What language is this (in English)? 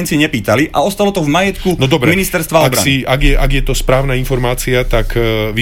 Slovak